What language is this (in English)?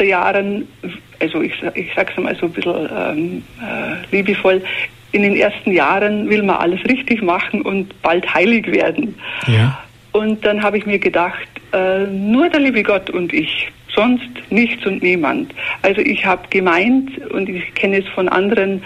German